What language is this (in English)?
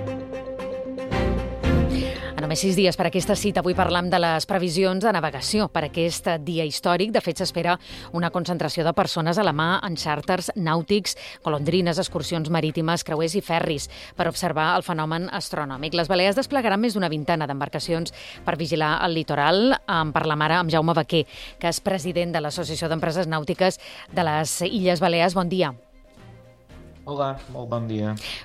Catalan